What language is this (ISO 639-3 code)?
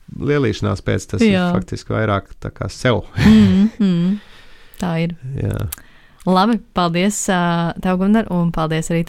lav